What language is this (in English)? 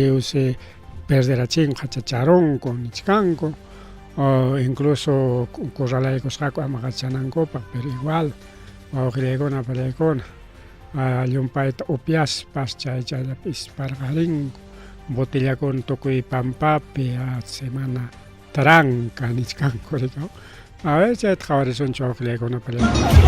Ayacucho Quechua